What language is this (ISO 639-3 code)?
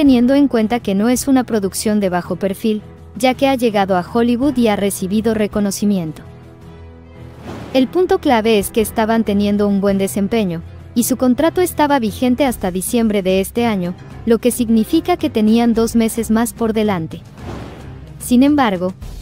spa